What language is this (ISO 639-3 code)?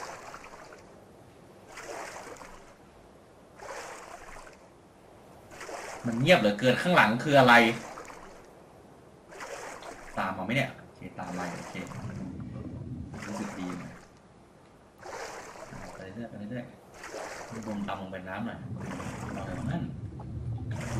tha